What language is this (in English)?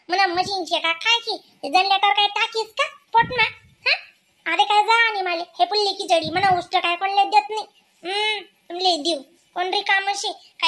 Khandesi